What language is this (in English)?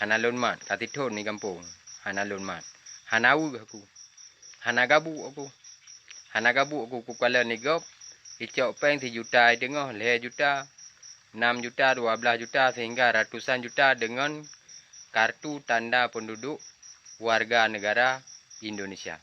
Achinese